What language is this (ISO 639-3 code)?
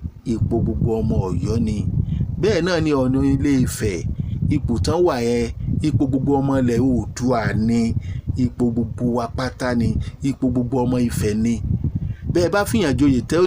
yor